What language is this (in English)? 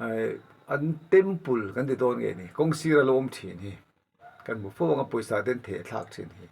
Mizo